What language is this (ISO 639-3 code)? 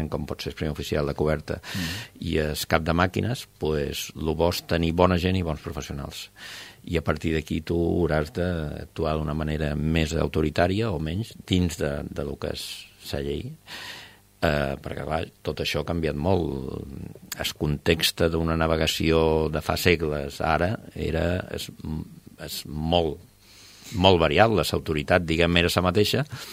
cat